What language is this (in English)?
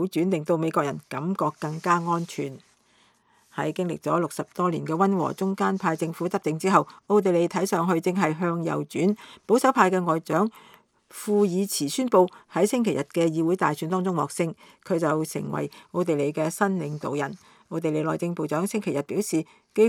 Cantonese